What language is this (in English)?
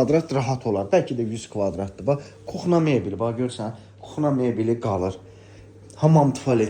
Azerbaijani